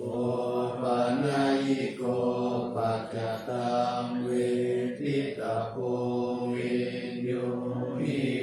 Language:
Pali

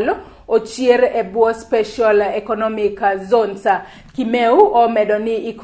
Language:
Luo (Kenya and Tanzania)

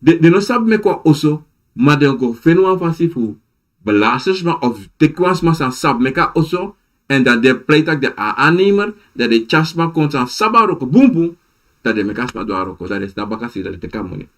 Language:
Sranan Tongo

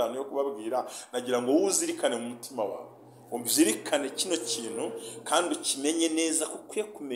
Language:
Kinyarwanda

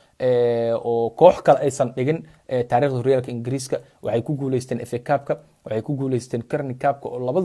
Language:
Somali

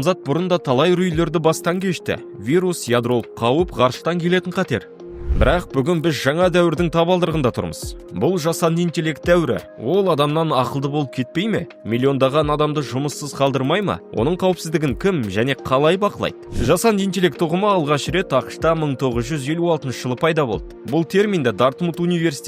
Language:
Kazakh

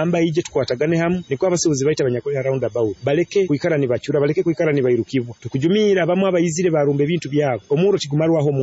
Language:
Nyoro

